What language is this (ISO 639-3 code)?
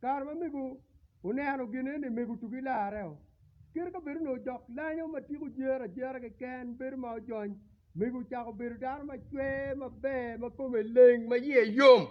ach